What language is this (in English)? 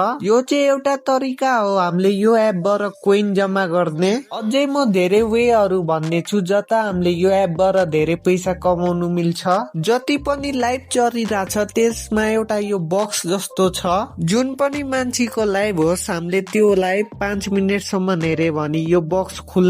Nepali